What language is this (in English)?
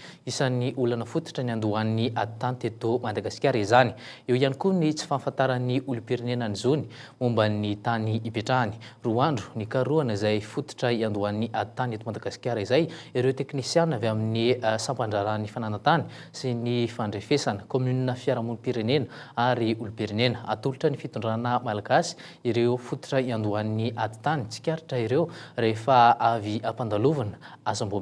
Malagasy